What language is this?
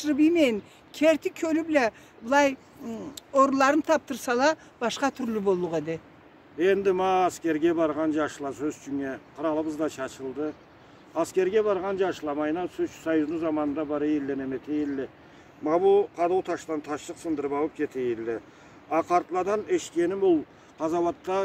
Karachay-Balkar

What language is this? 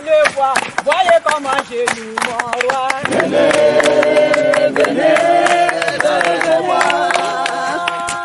French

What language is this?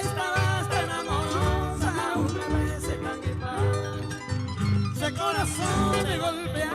Guarani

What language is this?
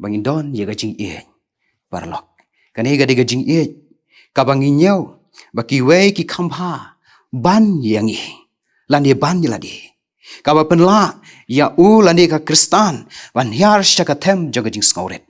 Khasi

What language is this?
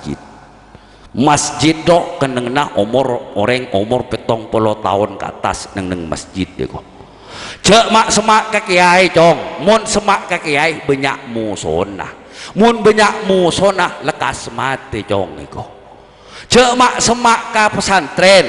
Madurese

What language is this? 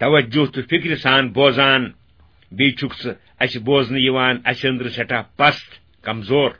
Kashmiri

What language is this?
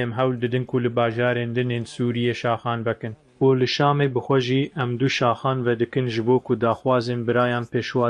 Kurdish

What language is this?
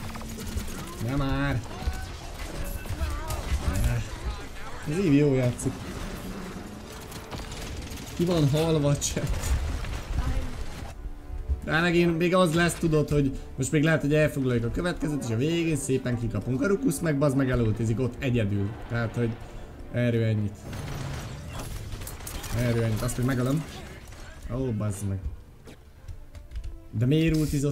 Hungarian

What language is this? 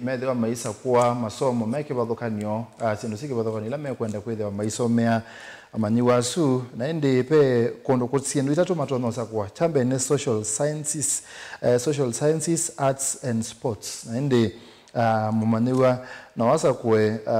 Kamba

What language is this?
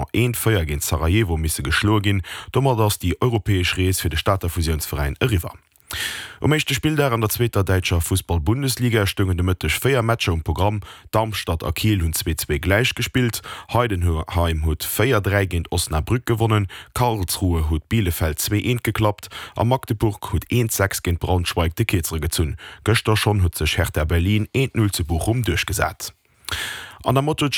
Luxembourgish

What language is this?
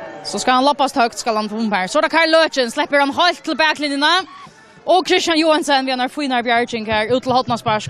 Faroese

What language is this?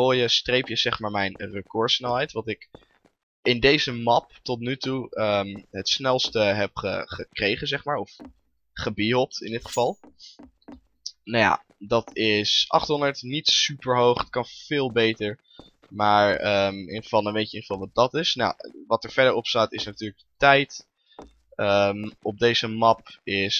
Dutch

